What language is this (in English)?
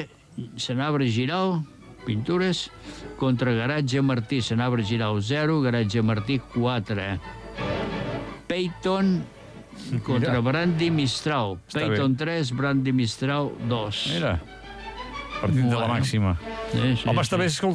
Catalan